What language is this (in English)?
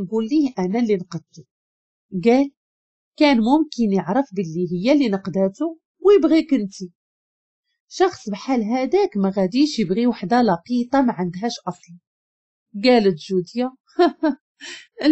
Moroccan Arabic